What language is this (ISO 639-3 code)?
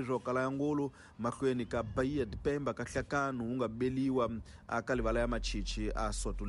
tso